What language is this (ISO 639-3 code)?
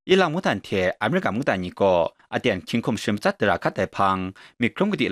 kac